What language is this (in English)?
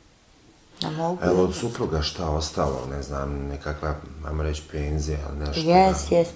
Bosnian